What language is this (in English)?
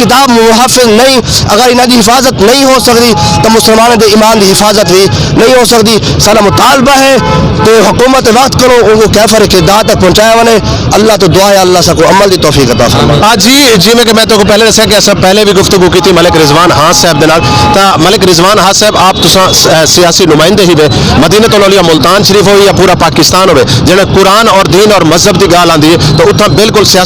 Saraiki